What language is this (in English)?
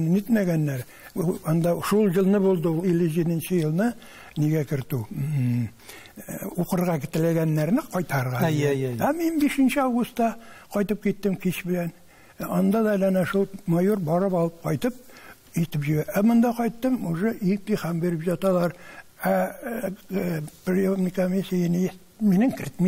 Tatar